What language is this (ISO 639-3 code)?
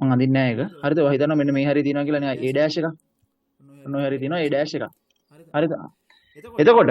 sin